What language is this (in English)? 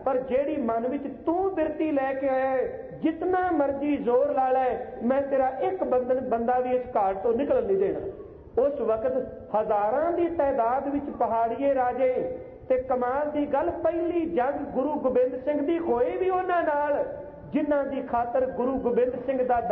Punjabi